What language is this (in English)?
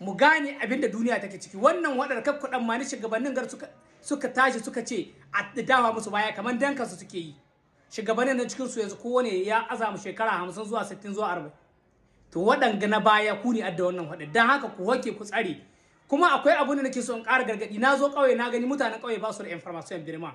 Hausa